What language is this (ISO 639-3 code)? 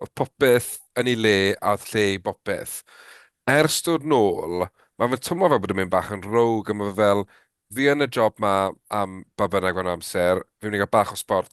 cym